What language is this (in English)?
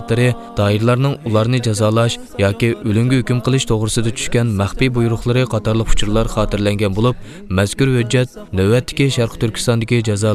Uyghur